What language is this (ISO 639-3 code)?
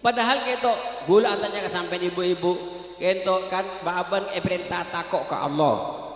mad